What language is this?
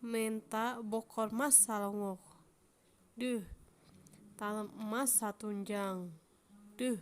Sundanese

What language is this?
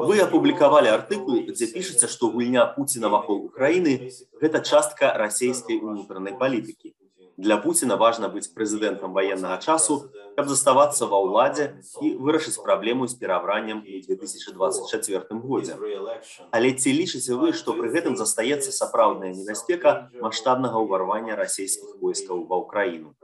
Belarusian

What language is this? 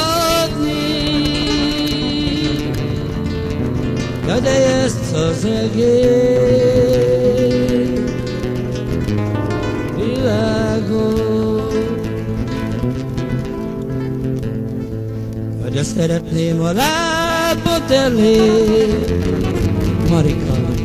Hungarian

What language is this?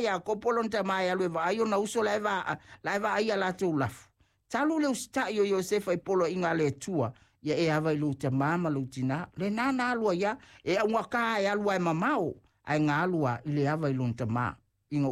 Samoan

